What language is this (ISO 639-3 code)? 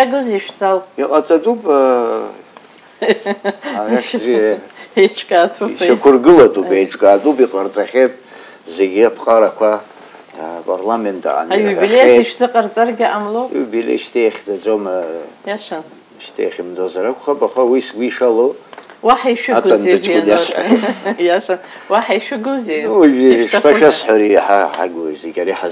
abk